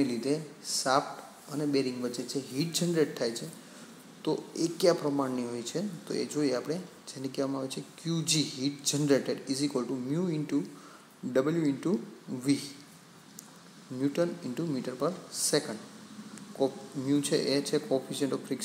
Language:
Gujarati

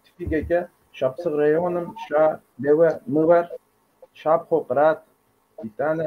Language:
Kabardian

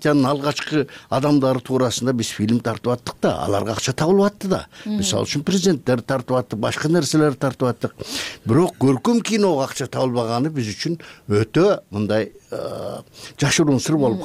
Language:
Kyrgyz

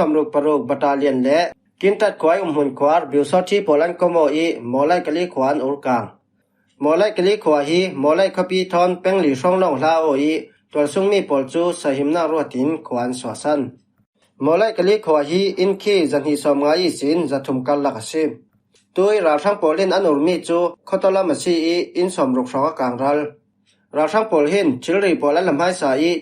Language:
Falam Chin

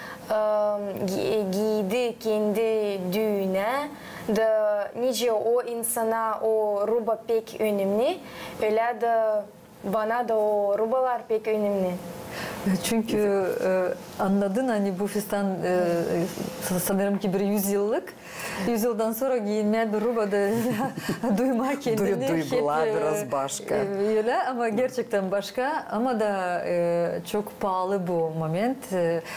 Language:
Gagauz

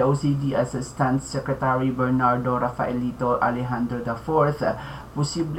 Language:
Hiligaynon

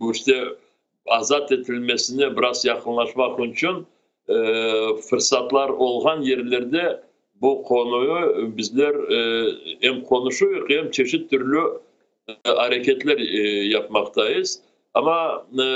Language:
Crimean Tatar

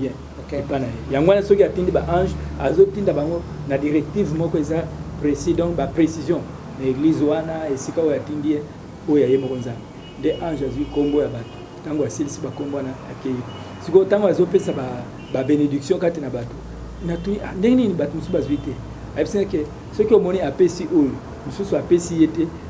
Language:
Lingala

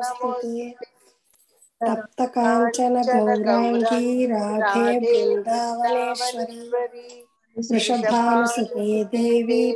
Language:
Telugu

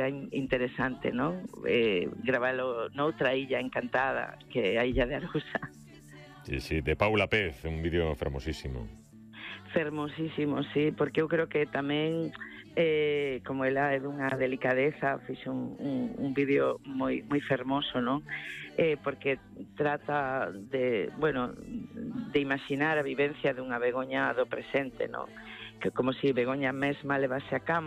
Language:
Galician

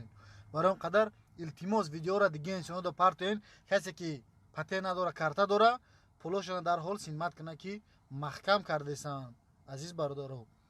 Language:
Tajik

